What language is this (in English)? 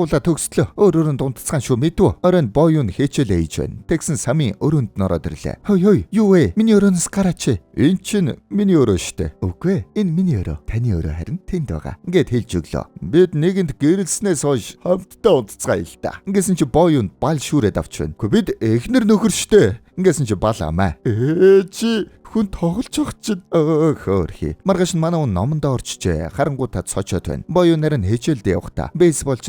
Mongolian